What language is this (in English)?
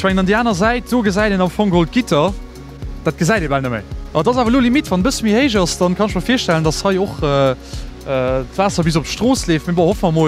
Luxembourgish